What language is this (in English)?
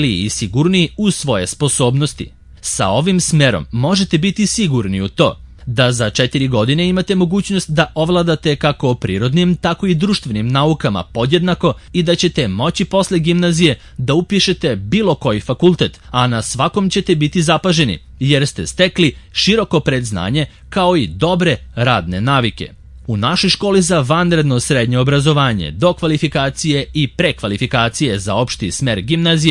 Serbian